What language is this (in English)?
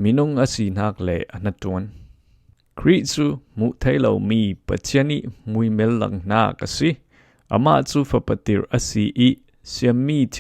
Falam Chin